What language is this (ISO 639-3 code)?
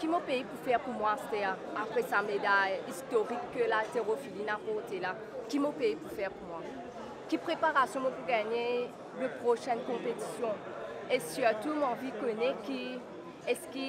mfe